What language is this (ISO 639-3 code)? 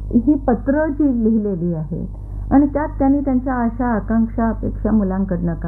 mar